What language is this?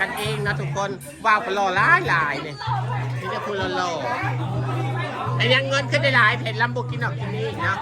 Northeastern Thai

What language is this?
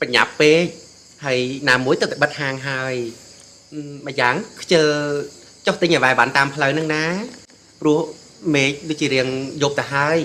Khmer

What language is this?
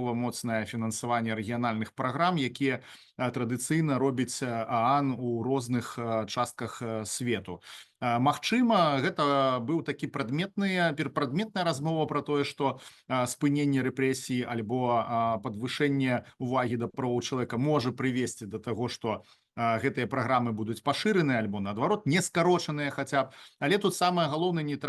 Belarusian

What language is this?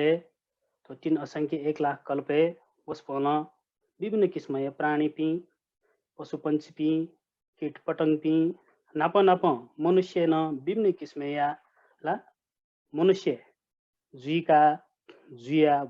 Newari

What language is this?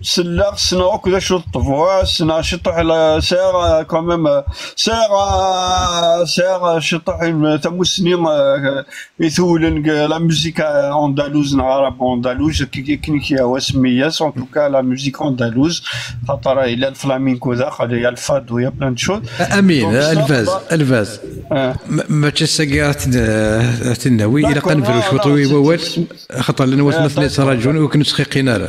Kabyle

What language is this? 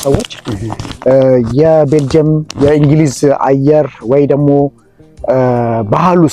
Amharic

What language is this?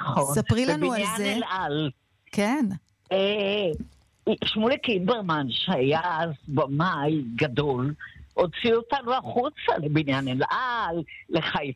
Hebrew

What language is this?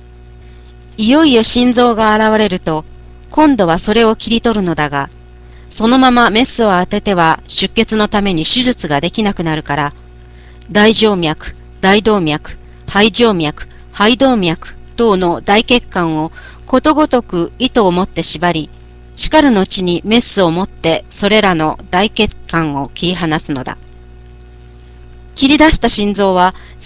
Japanese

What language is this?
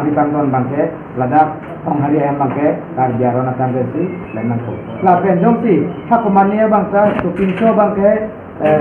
Karbi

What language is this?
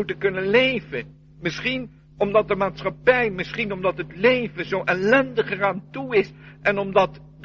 Dutch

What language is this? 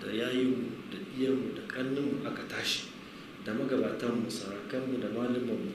Hausa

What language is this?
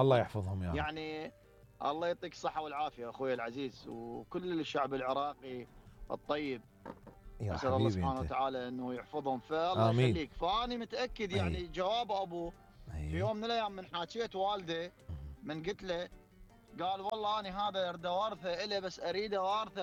Mesopotamian Arabic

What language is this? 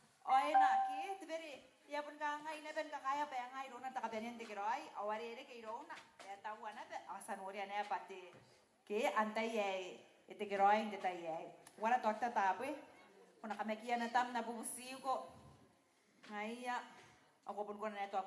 Gilbertese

